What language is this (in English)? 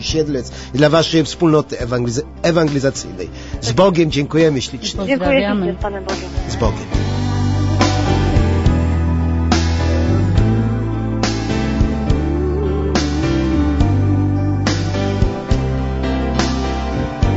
Polish